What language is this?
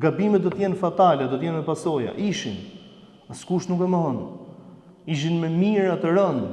Albanian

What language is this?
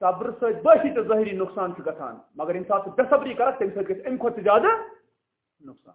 Kashmiri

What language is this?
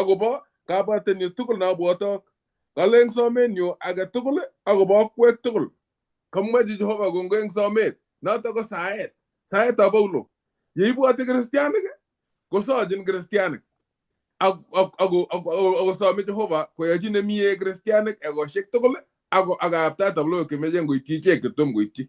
Kalenjin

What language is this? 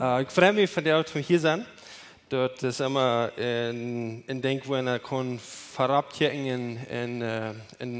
Plautdietsch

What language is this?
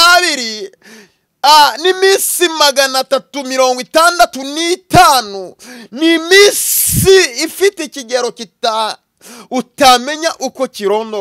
Kinyarwanda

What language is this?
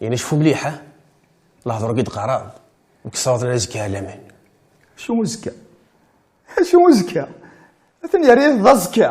Kabyle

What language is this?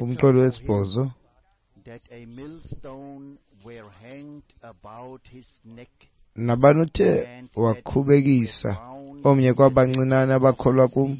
Xhosa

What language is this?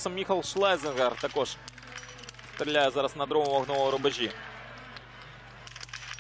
Ukrainian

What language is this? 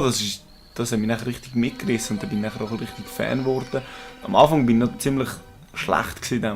Swiss German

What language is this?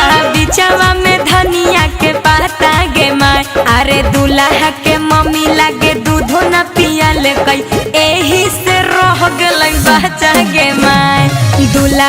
Magahi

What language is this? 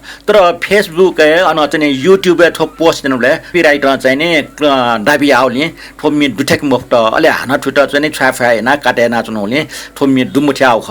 Newari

